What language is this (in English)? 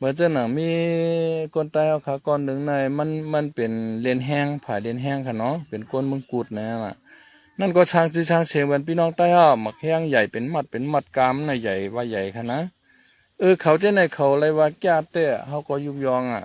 Shan